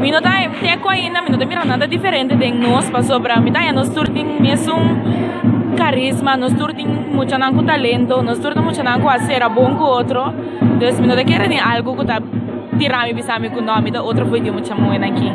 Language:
Papiamento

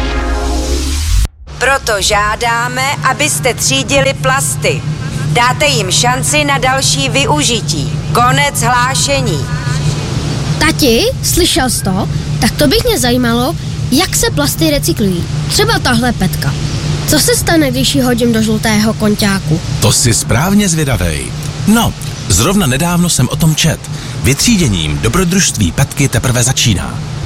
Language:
Czech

